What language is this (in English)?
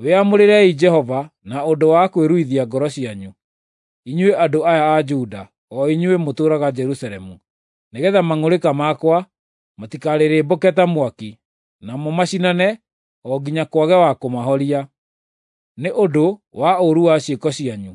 Kikuyu